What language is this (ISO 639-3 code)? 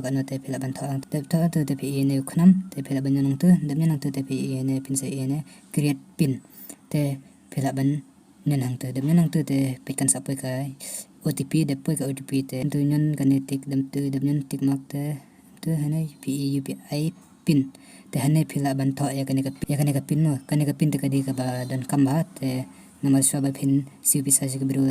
kha